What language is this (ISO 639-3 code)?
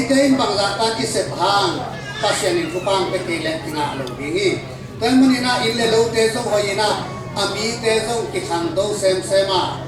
ctd